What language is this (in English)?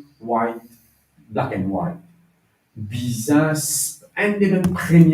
Morisyen